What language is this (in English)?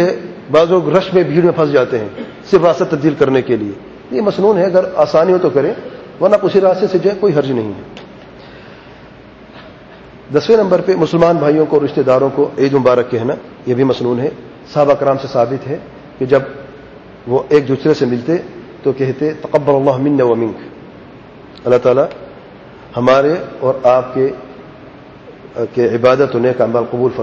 Urdu